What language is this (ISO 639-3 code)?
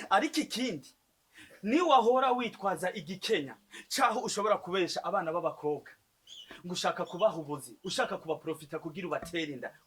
run